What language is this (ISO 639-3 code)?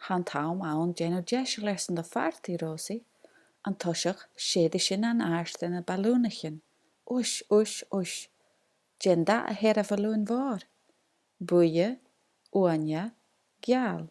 gla